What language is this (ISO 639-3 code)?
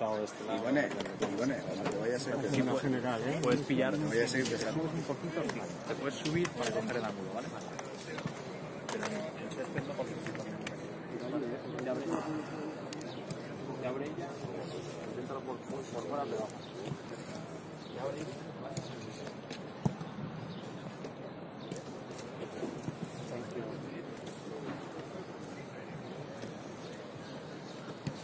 spa